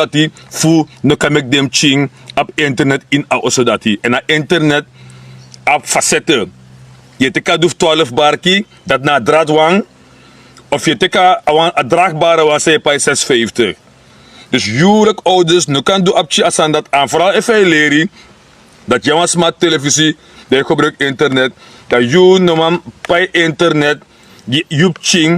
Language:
Sranan Tongo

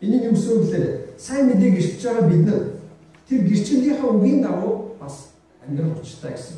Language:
Mongolian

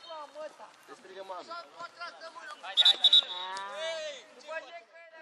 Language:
Romanian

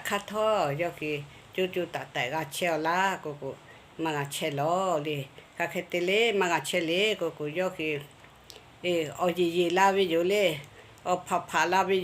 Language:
Lahu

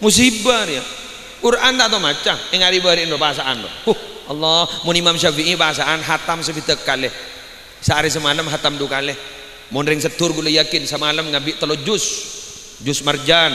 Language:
Madurese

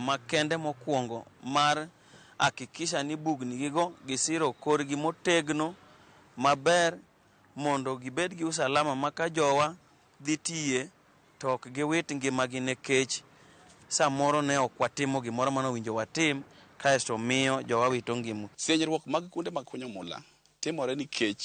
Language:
Luo (Kenya and Tanzania)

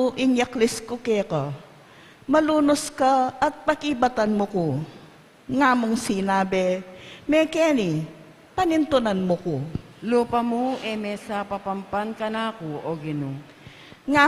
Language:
Pampanga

